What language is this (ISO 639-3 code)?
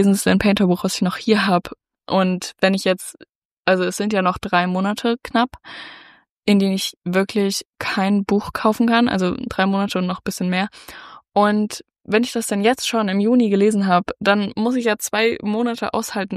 deu